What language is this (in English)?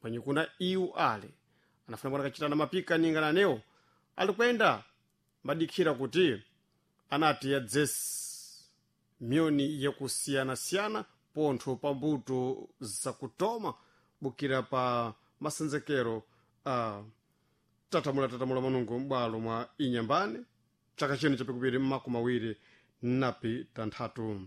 Sena